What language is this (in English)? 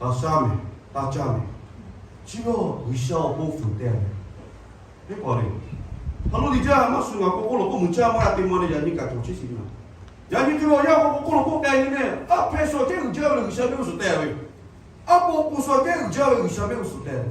Lahu